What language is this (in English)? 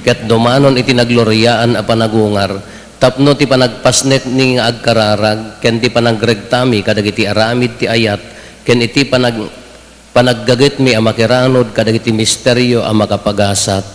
Iloko